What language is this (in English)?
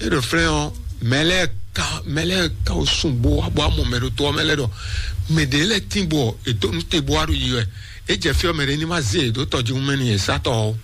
Fon